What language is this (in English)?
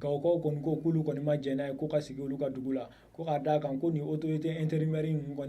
Bambara